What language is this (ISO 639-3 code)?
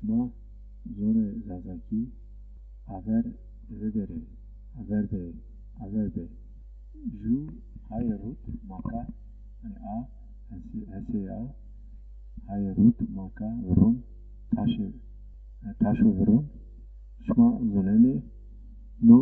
zza